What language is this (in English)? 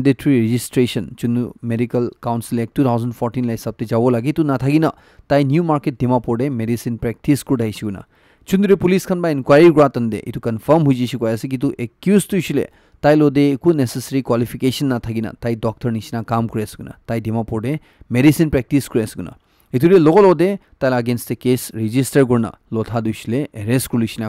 Naga Pidgin